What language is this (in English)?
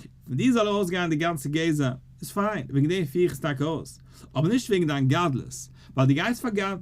Yiddish